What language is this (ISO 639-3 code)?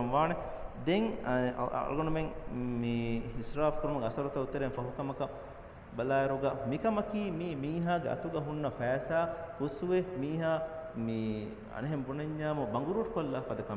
div